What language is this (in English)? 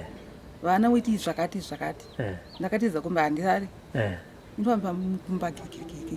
Shona